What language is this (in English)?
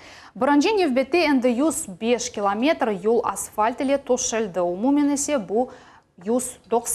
Crimean Tatar